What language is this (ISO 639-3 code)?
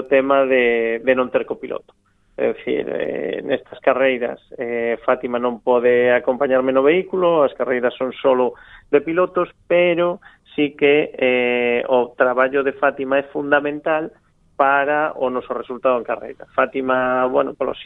glg